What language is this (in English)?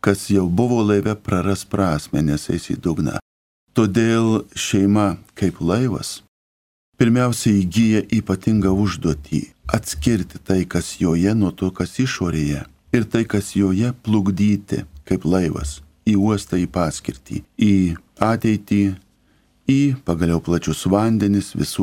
Lithuanian